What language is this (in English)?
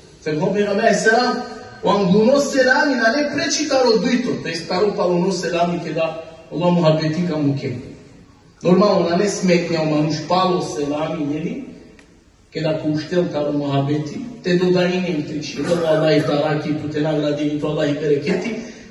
Balkan Romani